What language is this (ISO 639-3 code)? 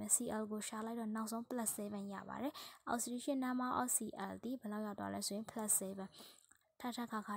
mya